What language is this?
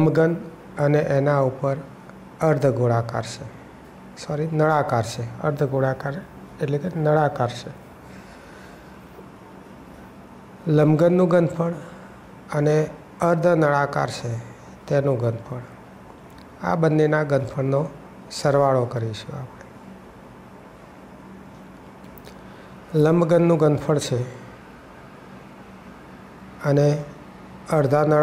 Gujarati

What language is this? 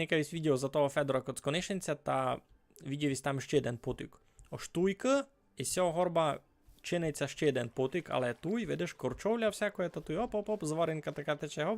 Rusyn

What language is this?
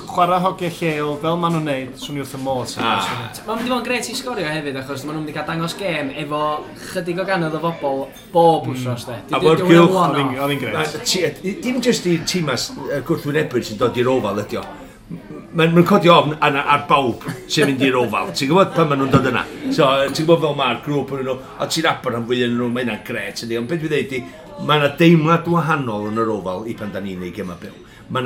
Welsh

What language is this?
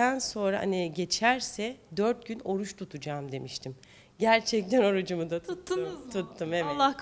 Turkish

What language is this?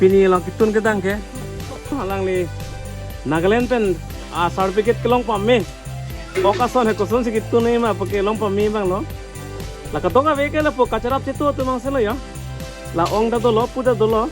Karbi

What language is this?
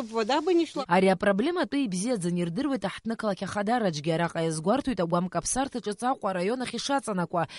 Abkhazian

